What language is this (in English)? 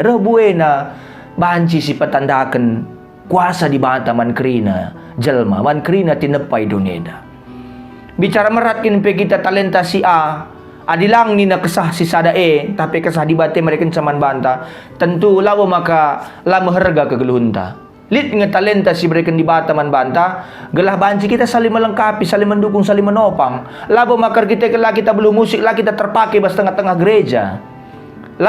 Batak Karo